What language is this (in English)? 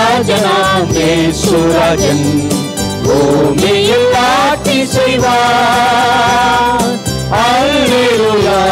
Tamil